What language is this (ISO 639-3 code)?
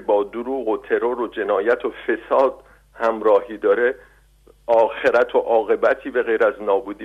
fas